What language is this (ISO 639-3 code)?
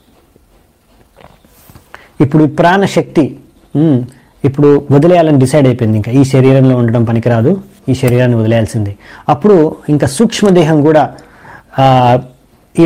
tel